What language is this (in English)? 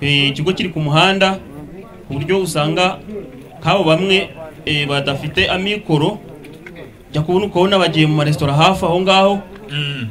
Kinyarwanda